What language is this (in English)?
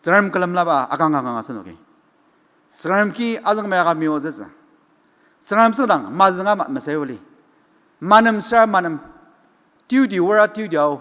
Ao Naga